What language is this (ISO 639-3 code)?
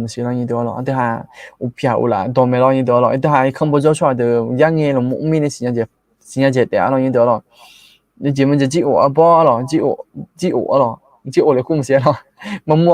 ahk